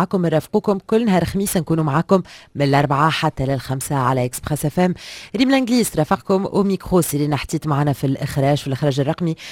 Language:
Tunisian Arabic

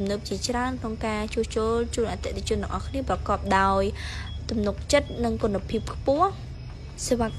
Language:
Khmer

